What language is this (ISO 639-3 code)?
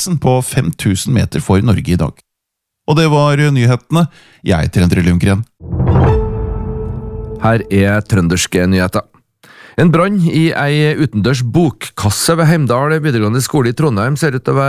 nor